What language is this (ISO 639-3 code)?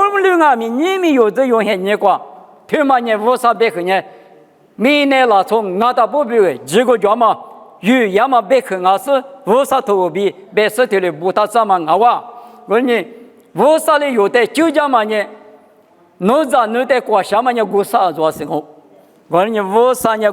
lis